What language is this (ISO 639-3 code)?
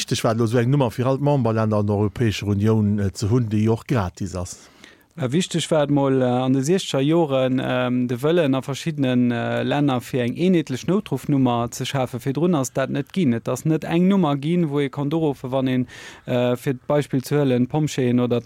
ltz